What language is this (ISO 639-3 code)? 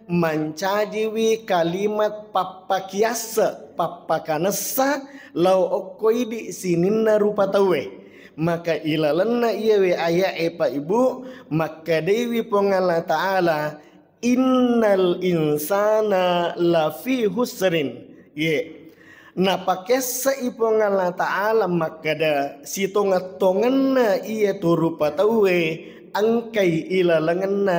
bug